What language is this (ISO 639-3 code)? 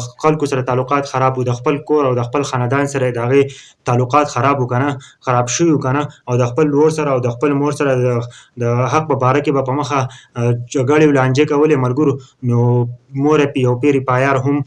pus